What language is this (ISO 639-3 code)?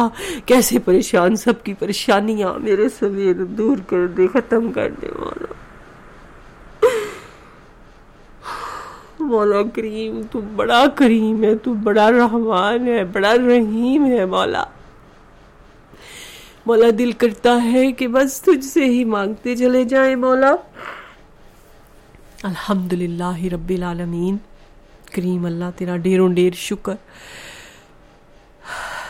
urd